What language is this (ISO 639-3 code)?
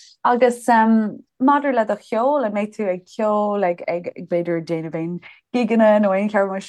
gle